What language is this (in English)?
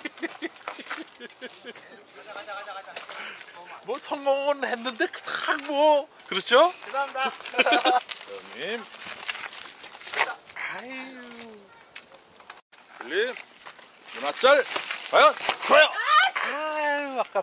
Korean